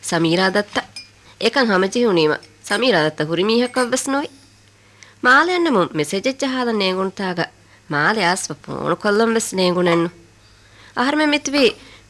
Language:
Divehi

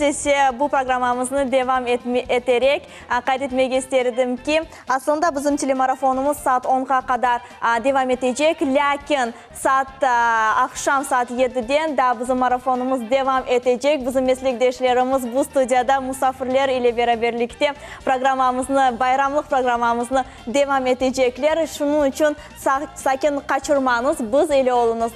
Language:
Crimean Tatar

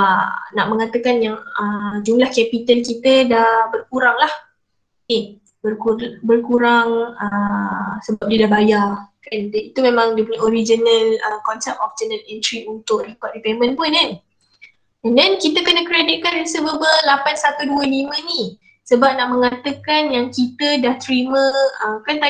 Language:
Malay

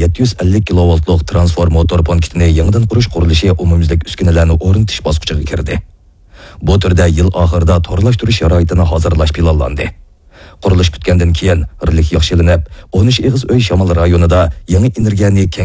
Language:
Uyghur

